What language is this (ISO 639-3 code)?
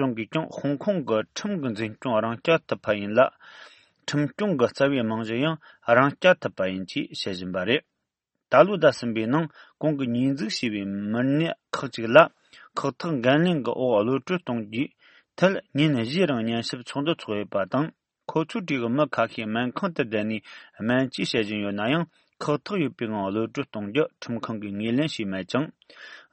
bod